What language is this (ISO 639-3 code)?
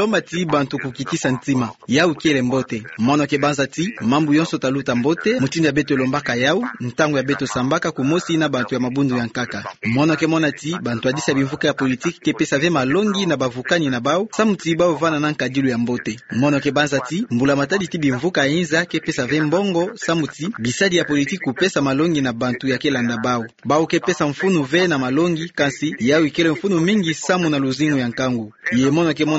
ktu